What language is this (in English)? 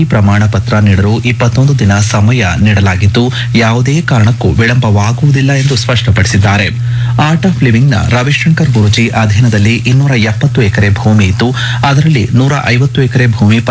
Kannada